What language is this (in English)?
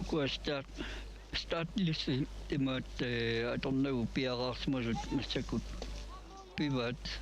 Kalaallisut